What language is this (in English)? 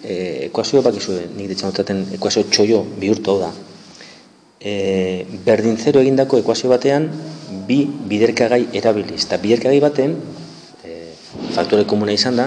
Basque